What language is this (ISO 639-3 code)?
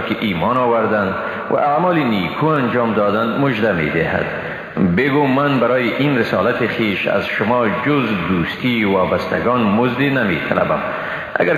fas